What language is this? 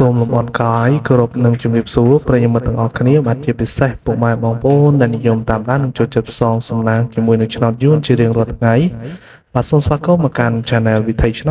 Khmer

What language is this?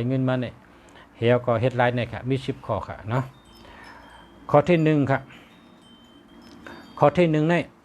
Shan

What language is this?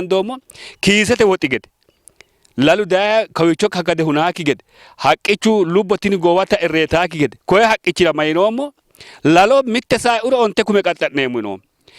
Sidamo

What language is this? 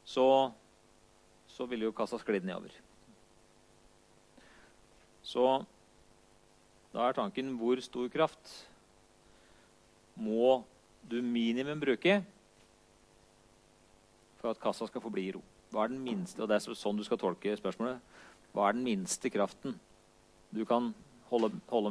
Norwegian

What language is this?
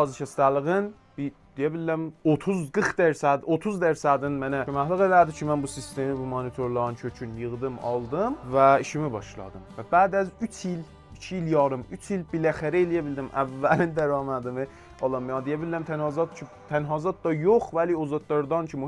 South Azerbaijani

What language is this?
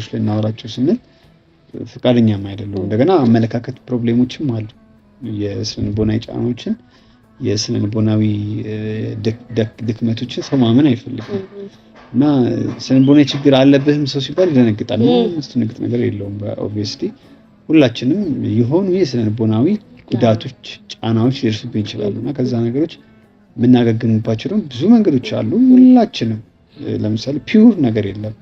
Amharic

